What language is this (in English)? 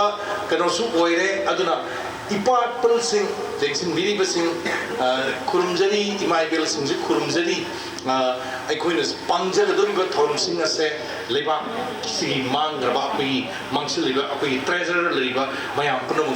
Manipuri